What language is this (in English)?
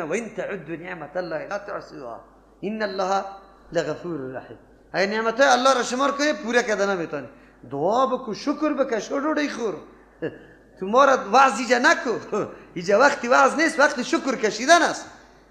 Persian